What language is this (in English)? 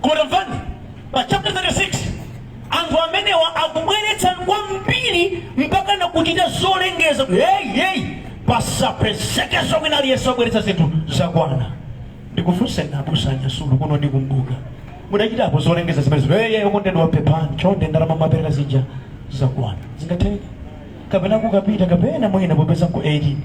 Nyanja